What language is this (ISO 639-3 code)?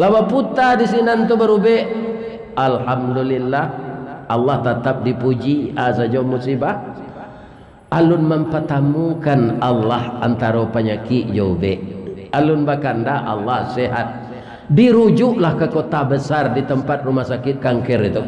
min